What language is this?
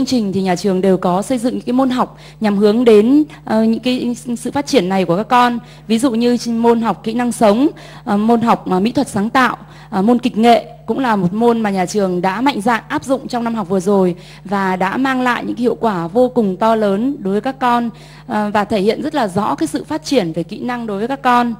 Vietnamese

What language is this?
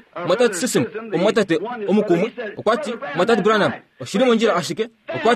Kuanyama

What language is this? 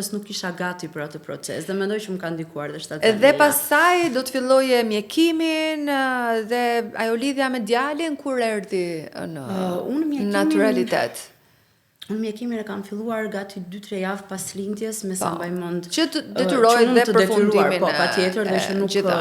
Albanian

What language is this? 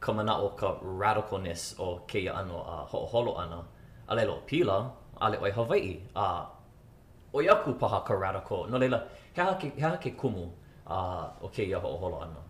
Hawaiian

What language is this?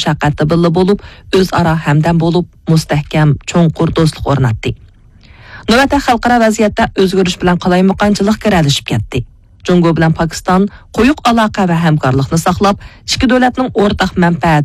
Uyghur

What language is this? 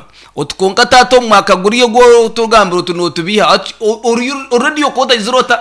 Nyankole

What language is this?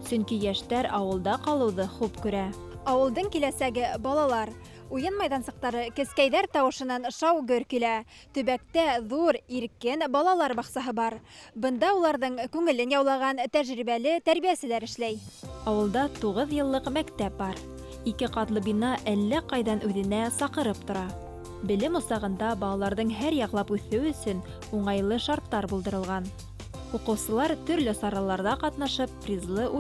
Bashkir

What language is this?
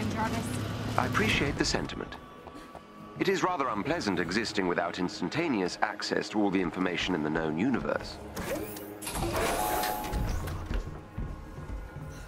English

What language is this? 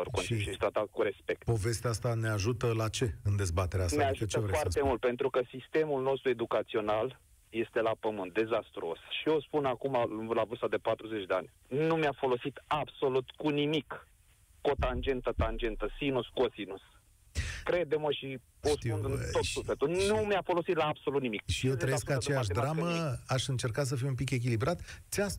Romanian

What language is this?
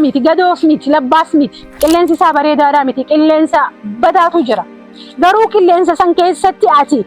Oromo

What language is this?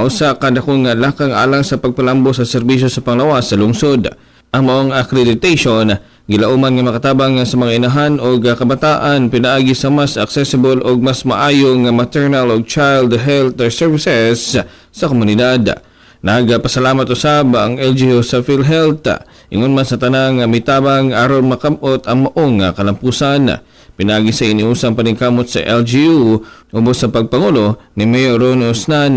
Cebuano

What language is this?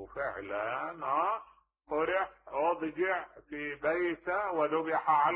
Mesopotamian Arabic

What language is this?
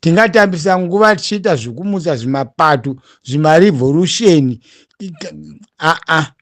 Shona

